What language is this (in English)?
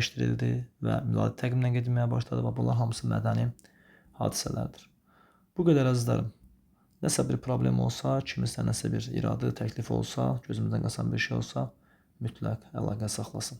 Azerbaijani